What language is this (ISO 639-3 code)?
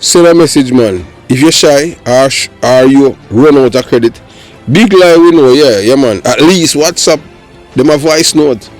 jam